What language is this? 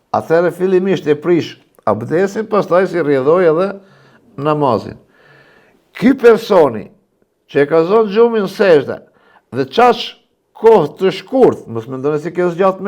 Albanian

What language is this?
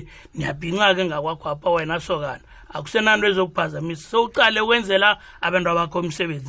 South Ndebele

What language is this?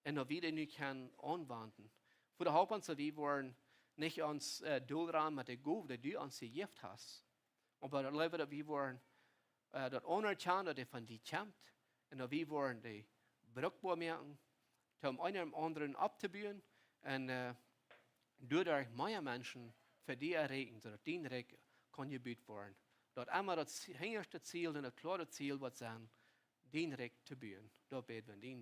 Plautdietsch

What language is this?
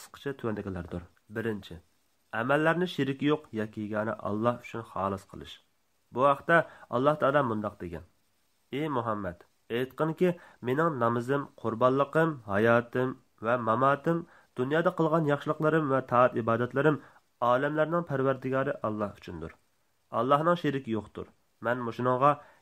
Uyghur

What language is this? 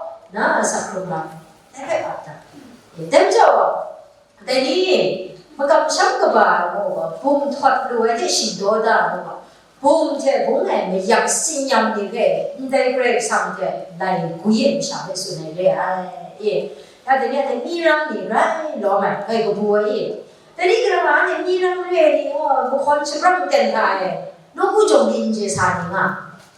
Kachin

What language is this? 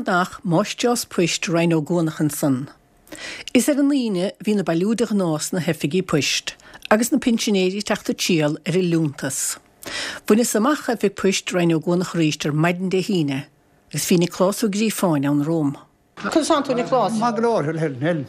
Irish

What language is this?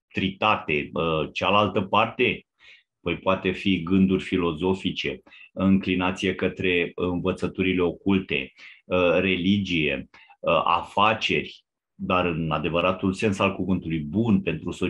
Romanian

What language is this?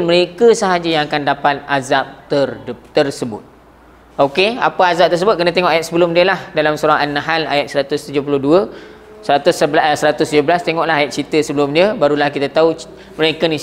Malay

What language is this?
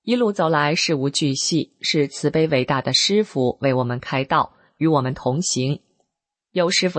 Chinese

